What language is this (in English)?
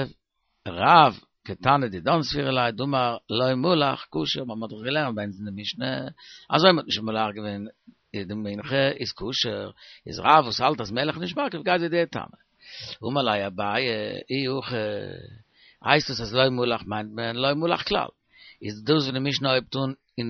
Yiddish